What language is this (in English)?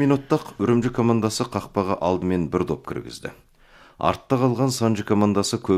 Kazakh